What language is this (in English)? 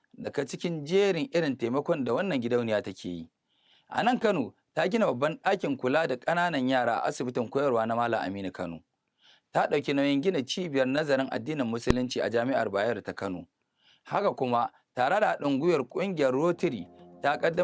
Hausa